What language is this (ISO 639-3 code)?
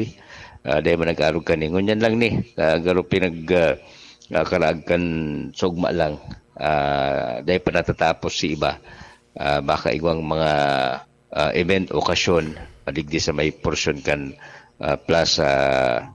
bik